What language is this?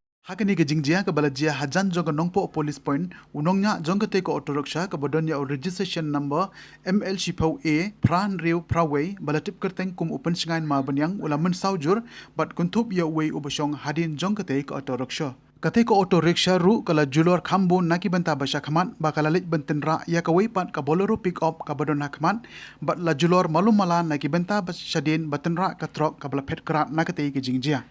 Khasi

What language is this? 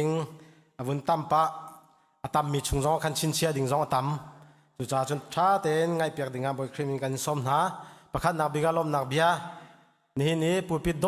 Hakha Chin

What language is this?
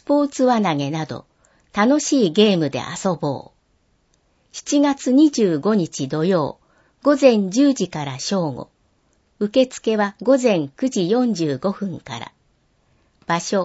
Japanese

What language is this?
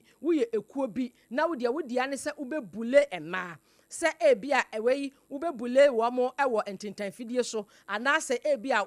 Akan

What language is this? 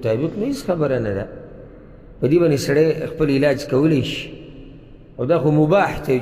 Pashto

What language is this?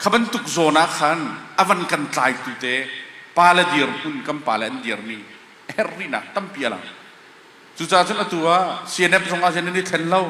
Hakha Chin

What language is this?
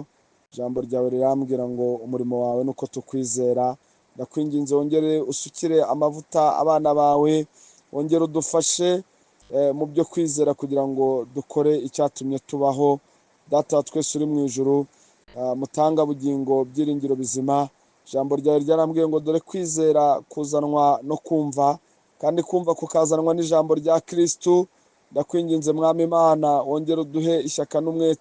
Kinyarwanda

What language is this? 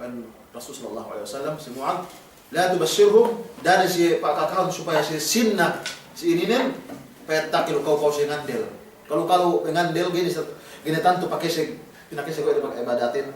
Yakan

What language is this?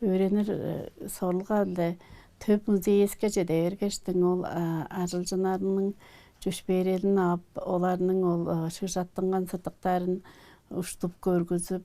Tuvinian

